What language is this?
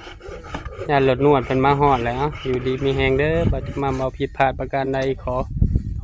Northeastern Thai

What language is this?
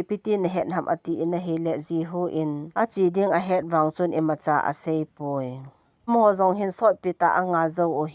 Thado Chin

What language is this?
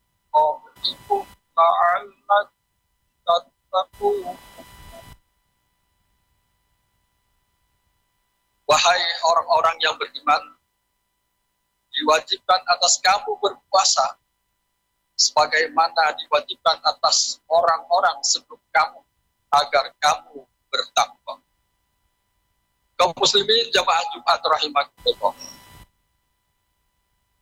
Indonesian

